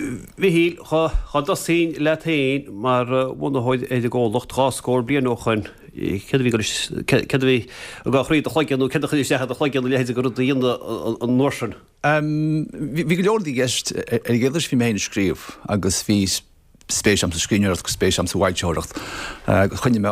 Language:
Irish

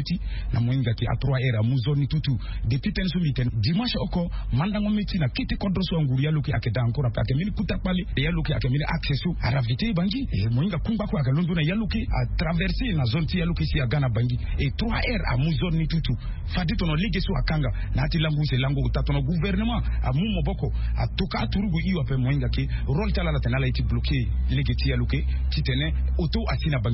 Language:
Sango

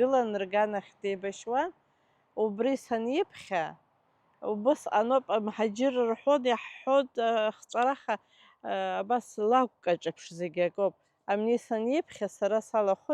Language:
Abkhazian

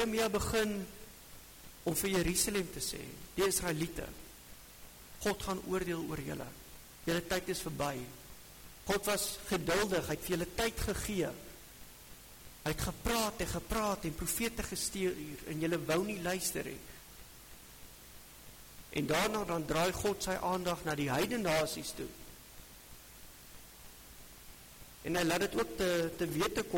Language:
Afrikaans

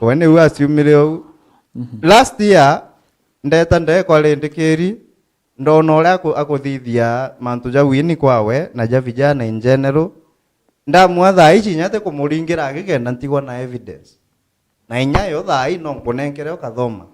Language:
Meru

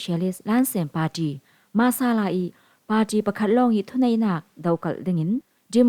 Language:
Falam Chin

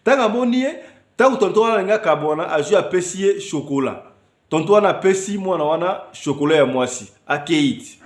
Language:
Lingala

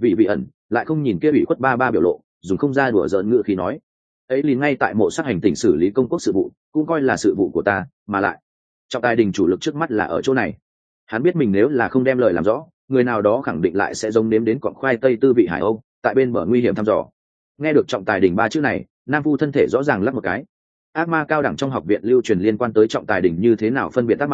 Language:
Vietnamese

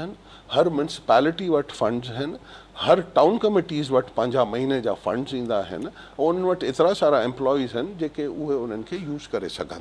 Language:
Sindhi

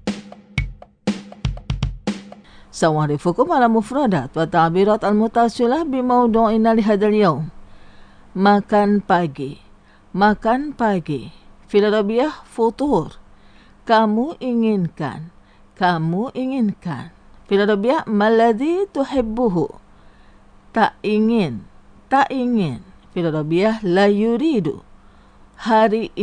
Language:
Indonesian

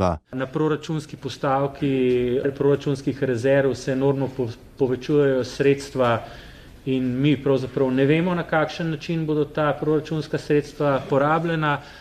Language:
Slovenian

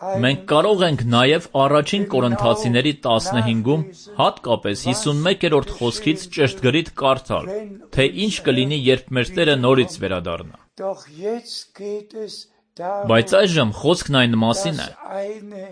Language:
Armenian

